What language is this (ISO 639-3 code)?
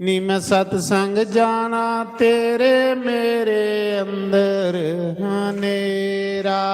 doi